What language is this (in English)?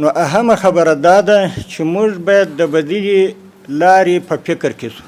Pashto